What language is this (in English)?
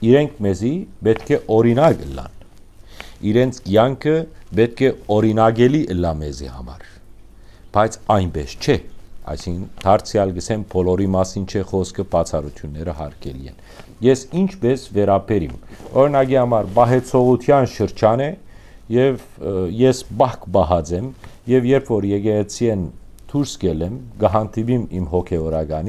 Western Armenian